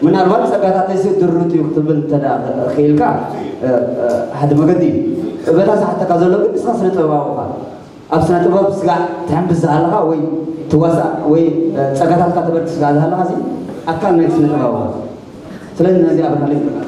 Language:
Tigrinya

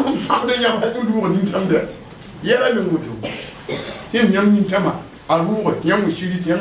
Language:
Mossi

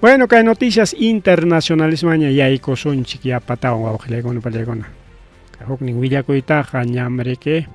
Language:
Ayacucho Quechua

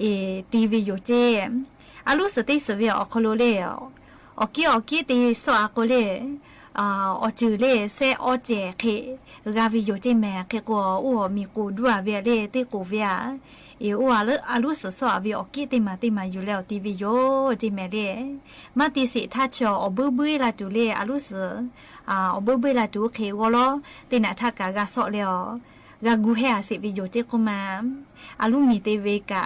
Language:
Lahu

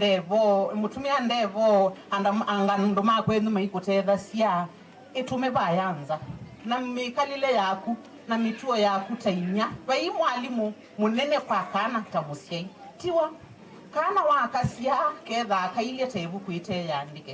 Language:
Kamba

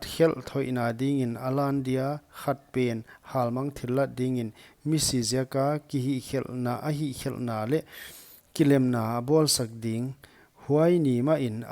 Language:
Paite Chin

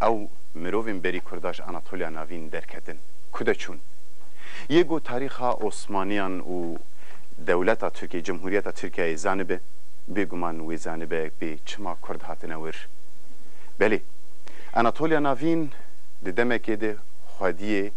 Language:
Kurdish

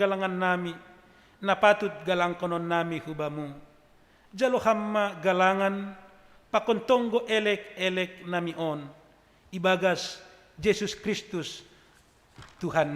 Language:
Batak Simalungun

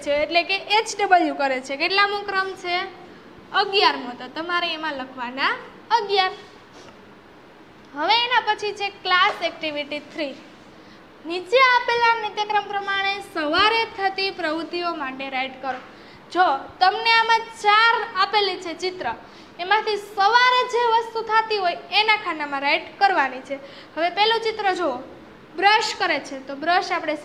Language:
Gujarati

